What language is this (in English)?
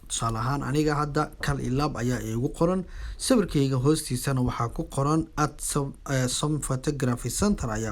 Somali